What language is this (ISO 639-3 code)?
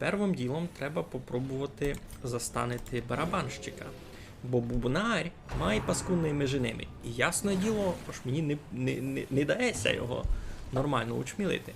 rue